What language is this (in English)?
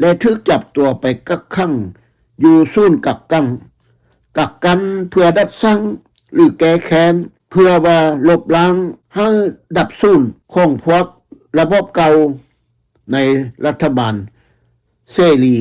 Lao